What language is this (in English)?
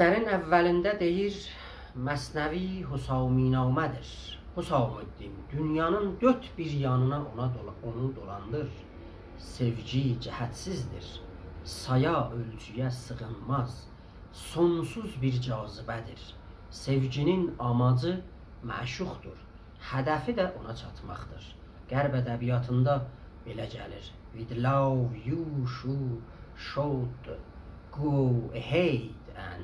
South Azerbaijani